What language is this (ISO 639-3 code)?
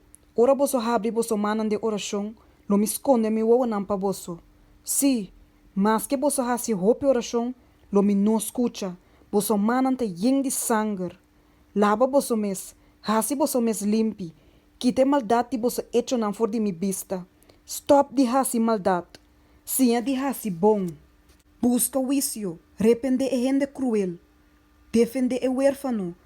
pap